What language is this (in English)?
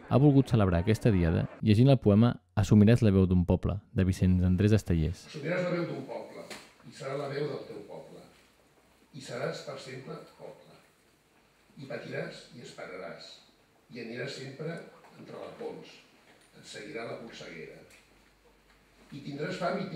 Catalan